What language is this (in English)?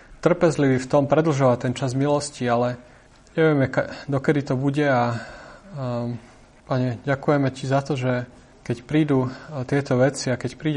Slovak